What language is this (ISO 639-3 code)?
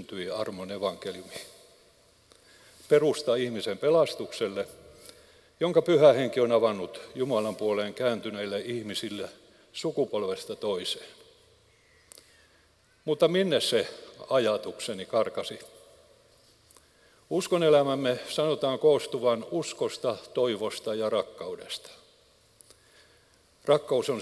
fin